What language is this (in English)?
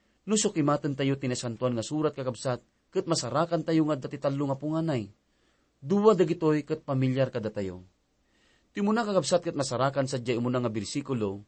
Iloko